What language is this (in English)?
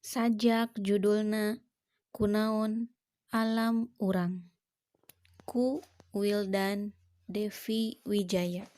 Sundanese